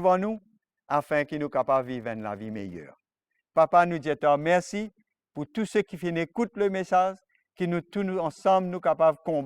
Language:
Morisyen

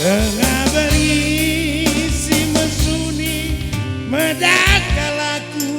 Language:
Batak Karo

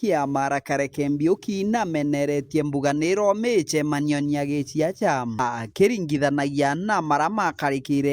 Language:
Meru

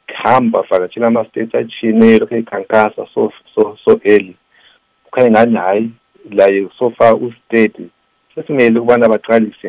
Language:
North Ndebele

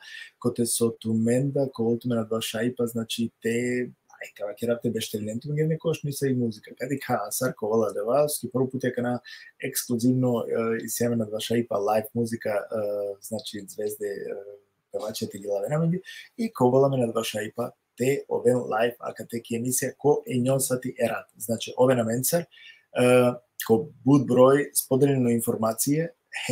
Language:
Balkan Romani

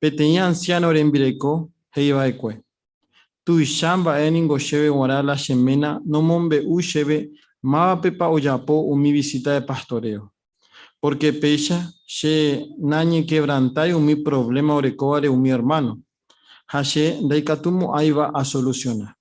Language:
Guarani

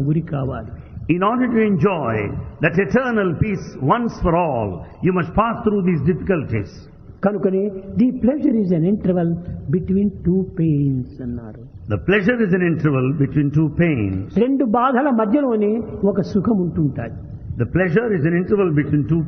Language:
Telugu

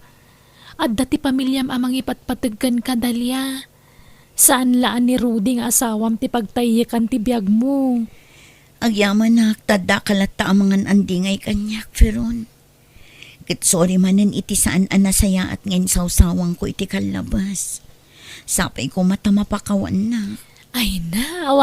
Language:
Iloko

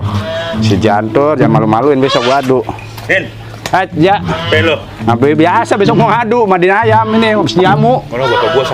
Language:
Betawi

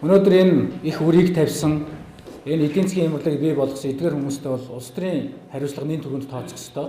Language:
Mongolian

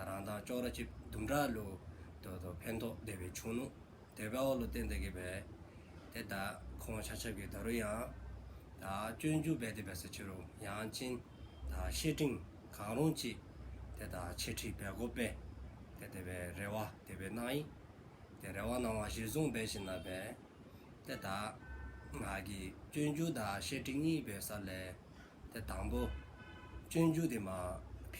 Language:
Dzongkha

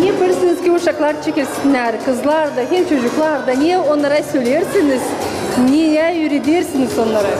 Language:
Gagauz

